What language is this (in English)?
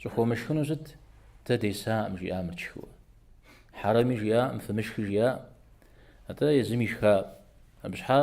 Kabardian